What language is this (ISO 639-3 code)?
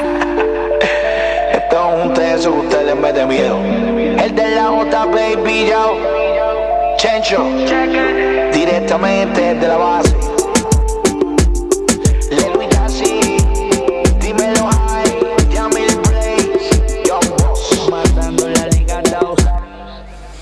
spa